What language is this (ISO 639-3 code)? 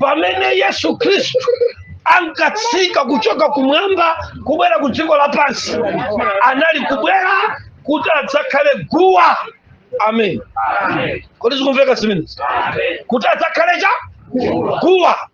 nya